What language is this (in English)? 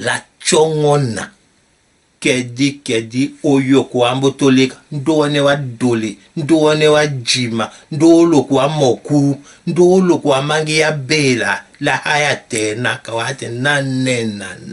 Tetela